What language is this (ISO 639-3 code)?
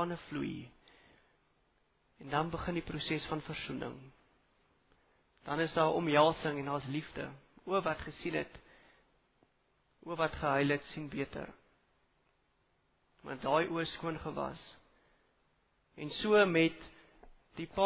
afr